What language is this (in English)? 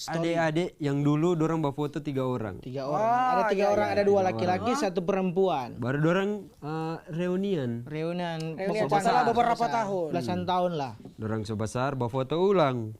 Manado Malay